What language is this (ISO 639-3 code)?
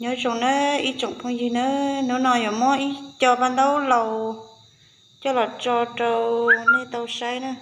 hmn